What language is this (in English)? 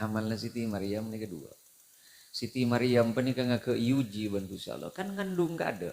Madurese